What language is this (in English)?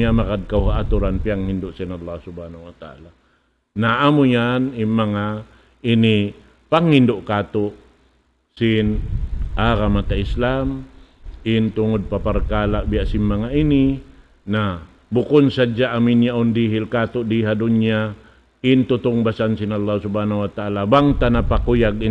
Tausug